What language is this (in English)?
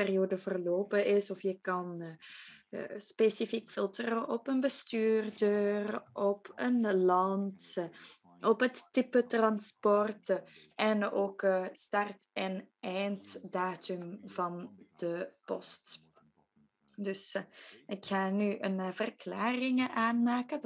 Dutch